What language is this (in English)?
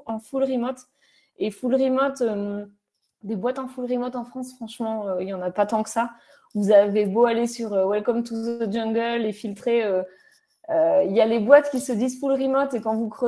French